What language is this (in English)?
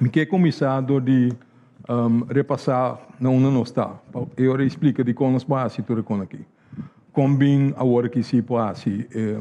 Papiamento